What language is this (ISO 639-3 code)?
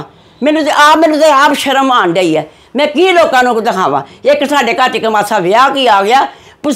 pan